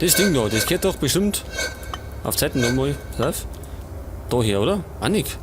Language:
Bavarian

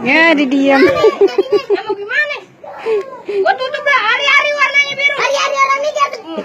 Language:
Betawi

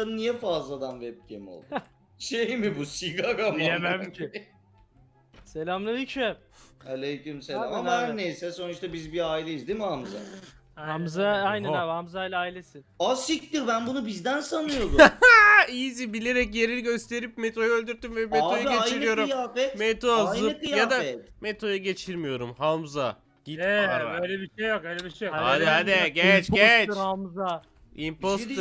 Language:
Turkish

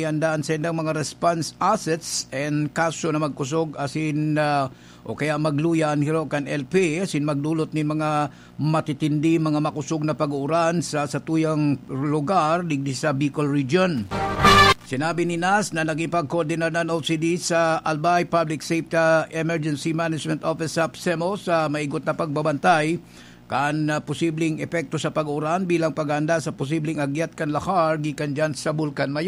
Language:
Bikol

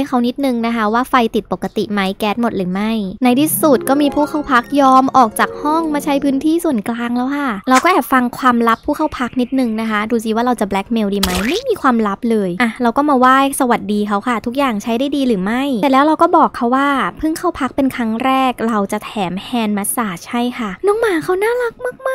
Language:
Thai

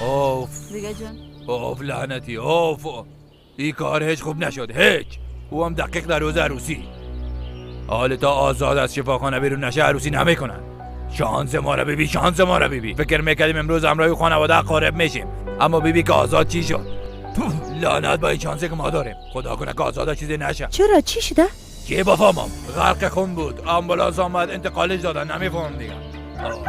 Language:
Persian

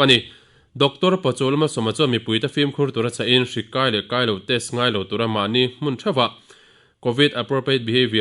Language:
Mizo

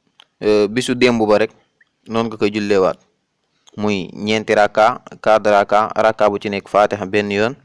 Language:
Wolof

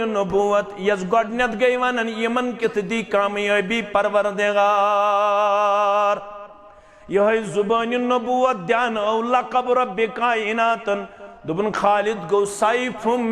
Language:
Kashmiri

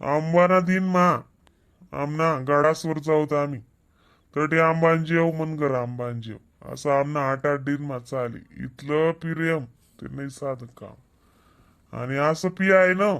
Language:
Khandesi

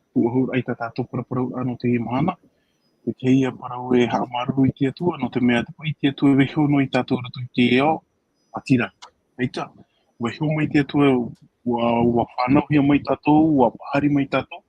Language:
Tahitian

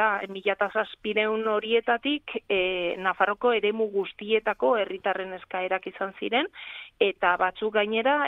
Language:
Basque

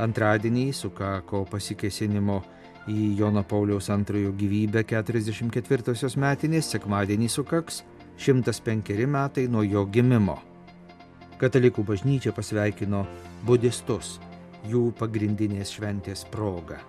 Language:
Lithuanian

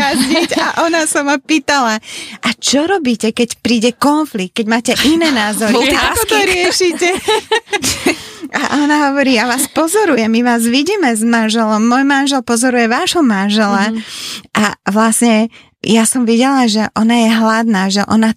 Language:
Slovak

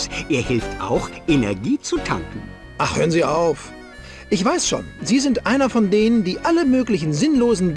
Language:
Bavarian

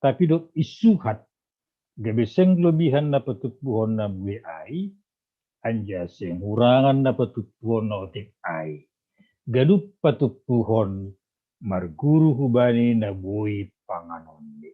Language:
Batak Simalungun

